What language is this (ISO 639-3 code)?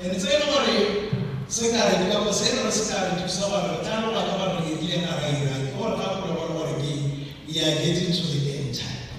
tsn